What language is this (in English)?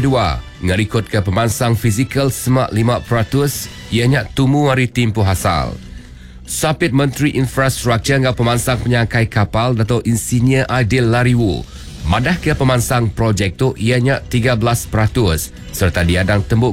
Iban